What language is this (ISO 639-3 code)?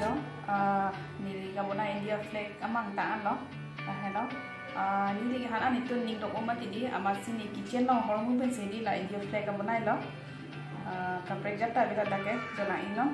mjw